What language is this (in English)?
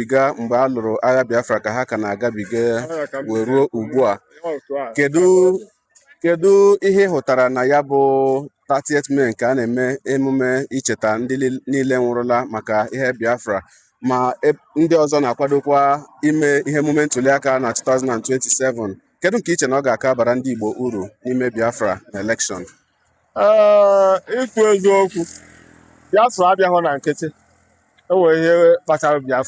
Igbo